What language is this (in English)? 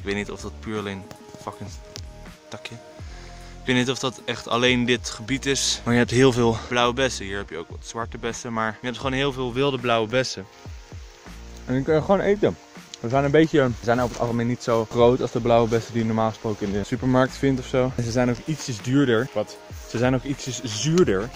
Dutch